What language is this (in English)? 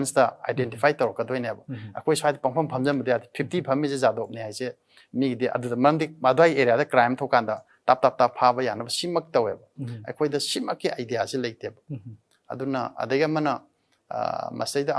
Manipuri